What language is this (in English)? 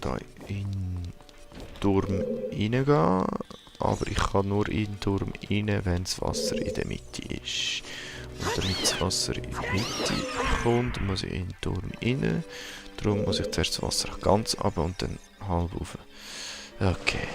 Swiss German